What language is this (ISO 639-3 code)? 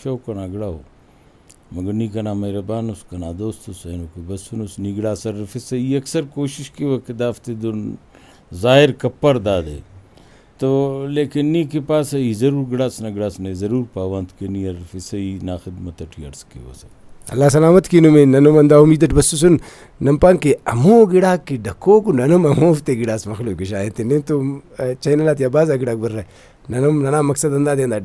brh